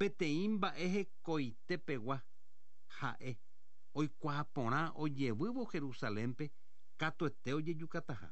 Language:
Guarani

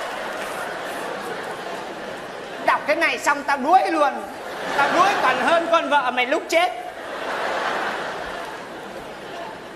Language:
Vietnamese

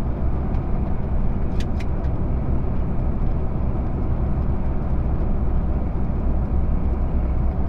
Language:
Bulgarian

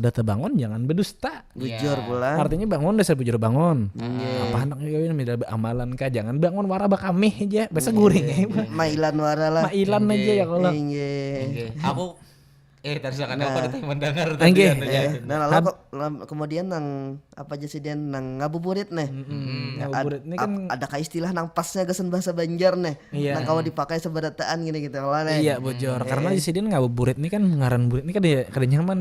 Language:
Banjar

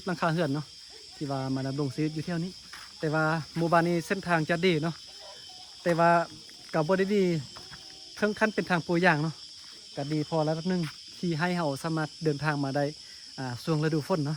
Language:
Lao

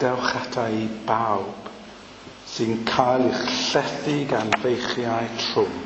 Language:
Welsh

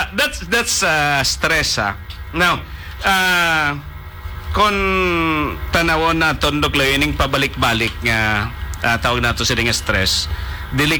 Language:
Hiligaynon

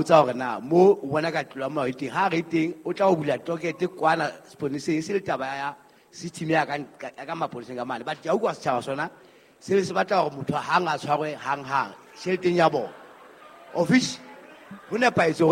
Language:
Southern Sotho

